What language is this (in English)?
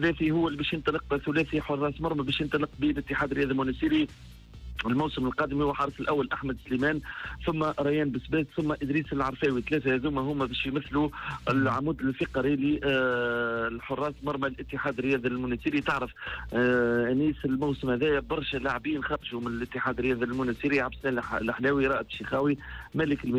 Tunisian Arabic